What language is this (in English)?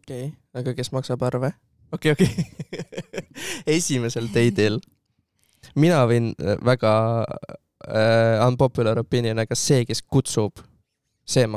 Estonian